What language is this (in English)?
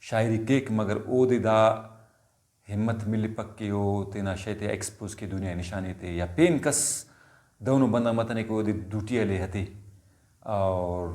Brahui